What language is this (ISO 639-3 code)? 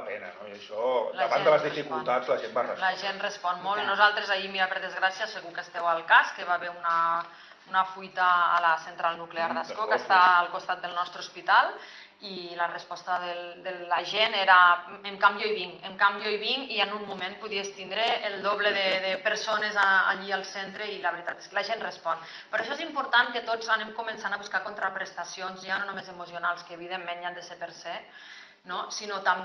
cat